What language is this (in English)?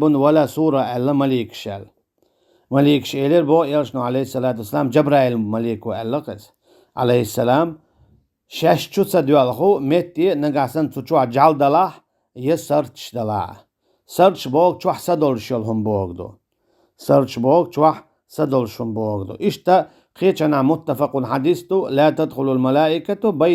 Chechen